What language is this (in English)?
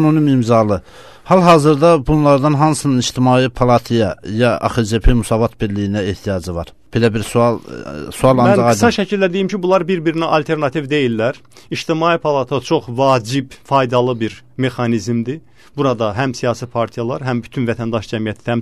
Azerbaijani